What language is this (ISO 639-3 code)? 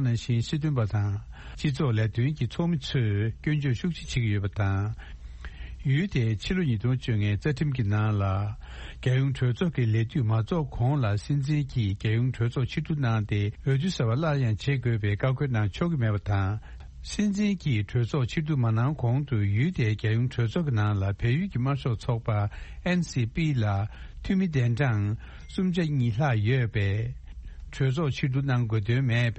bod